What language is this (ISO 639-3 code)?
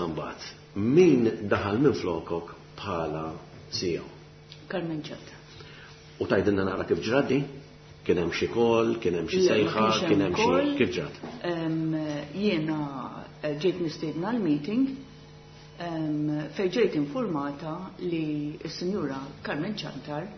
mlt